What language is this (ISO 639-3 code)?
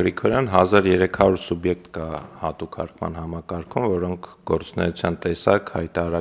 hye